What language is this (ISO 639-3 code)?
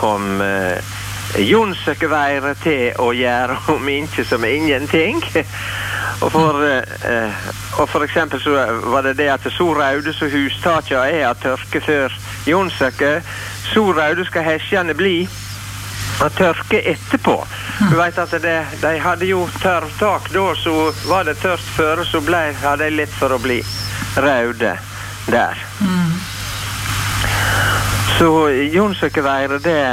nor